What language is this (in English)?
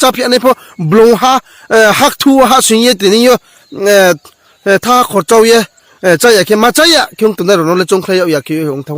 Riang (India)